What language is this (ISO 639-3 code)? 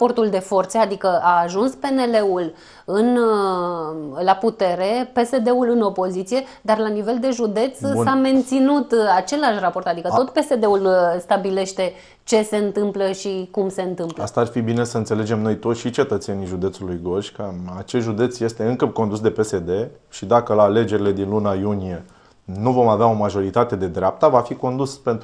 ron